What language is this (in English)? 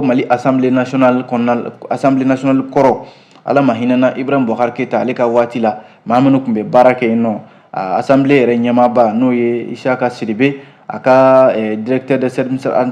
Bambara